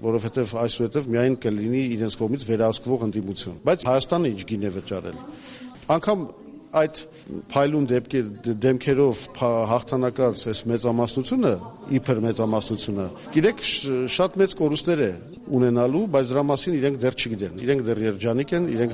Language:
Armenian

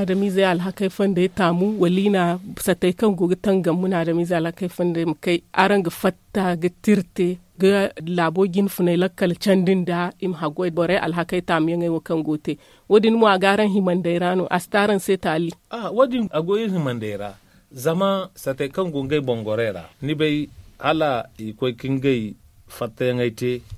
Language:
Zarma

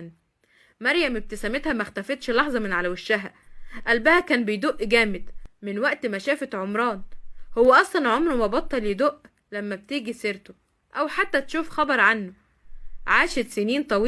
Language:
Egyptian Arabic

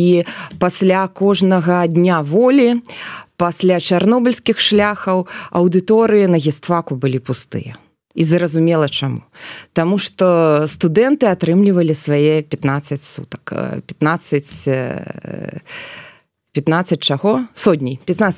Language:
Belarusian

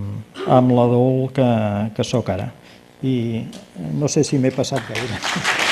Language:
Catalan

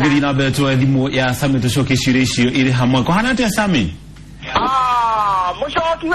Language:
Kikuyu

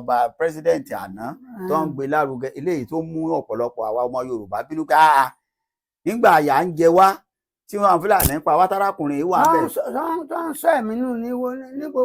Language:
Yoruba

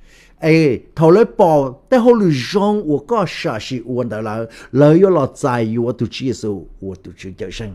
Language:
Hmong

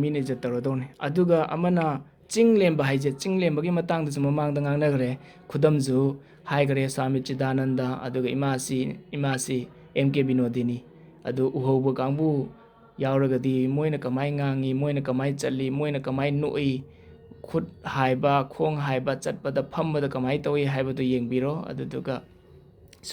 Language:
Manipuri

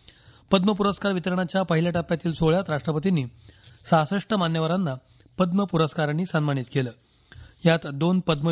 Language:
Marathi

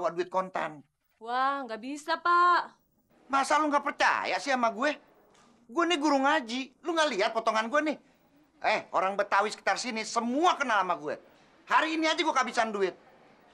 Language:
Betawi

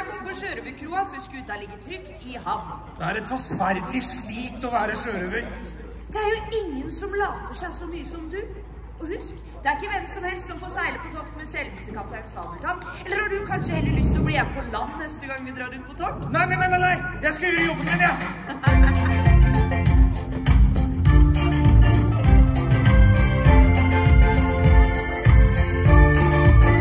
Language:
Norwegian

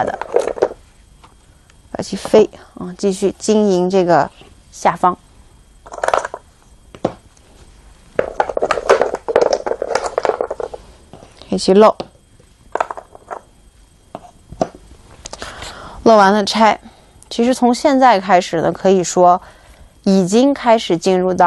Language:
Chinese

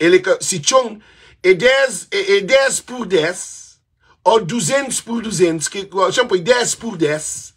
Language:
Kabuverdianu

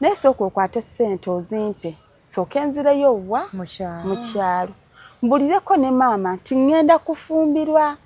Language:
Ganda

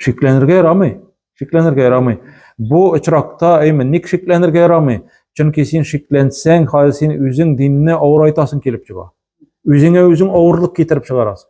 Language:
Tatar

